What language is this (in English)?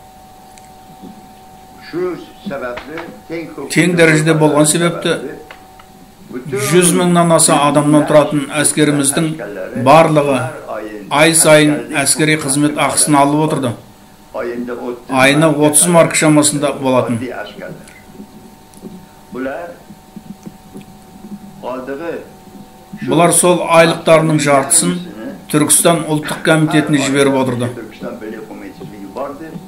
Kazakh